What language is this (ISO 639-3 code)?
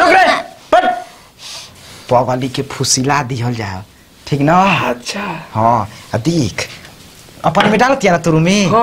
bho